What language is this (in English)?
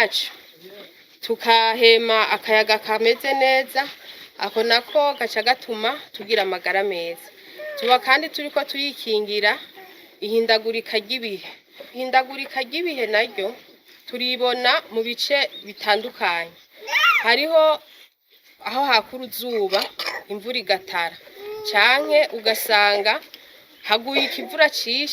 Rundi